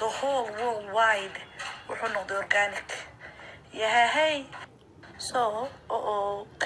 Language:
Somali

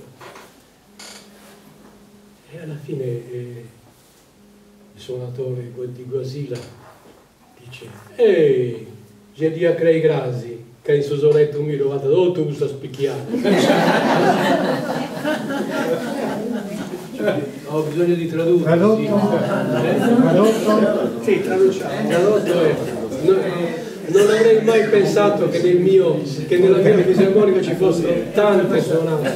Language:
Italian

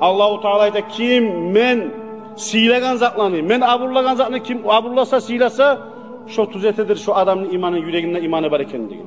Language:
Kumyk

